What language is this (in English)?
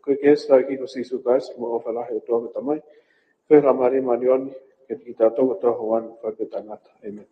Tongan